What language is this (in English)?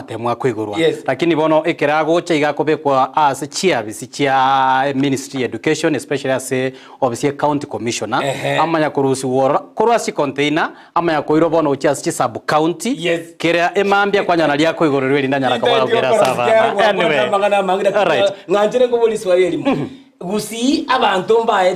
Gusii